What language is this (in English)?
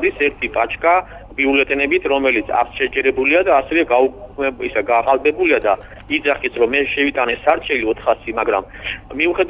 Georgian